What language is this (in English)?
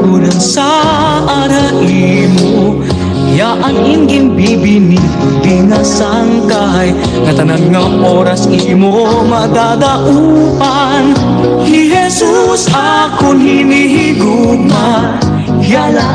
Waray